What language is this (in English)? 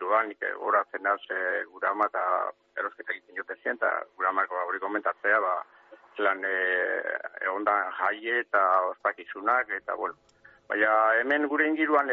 Basque